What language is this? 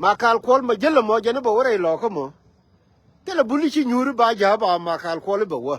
Nuer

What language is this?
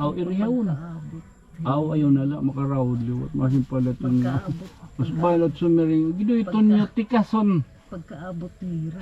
Waray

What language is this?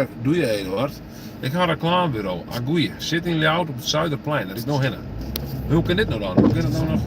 Western Frisian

